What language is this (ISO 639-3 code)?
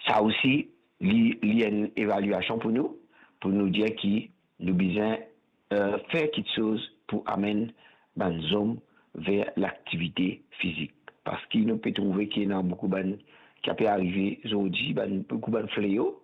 mfe